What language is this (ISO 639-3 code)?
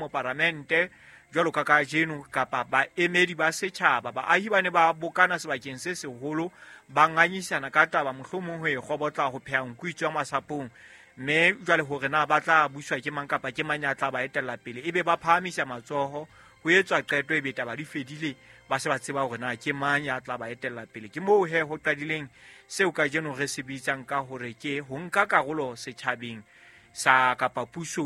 sot